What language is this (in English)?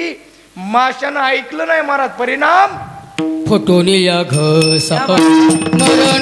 Marathi